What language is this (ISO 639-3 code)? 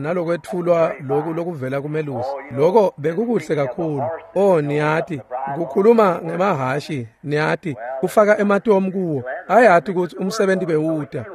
ssw